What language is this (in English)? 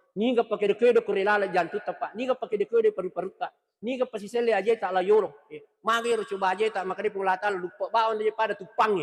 Buginese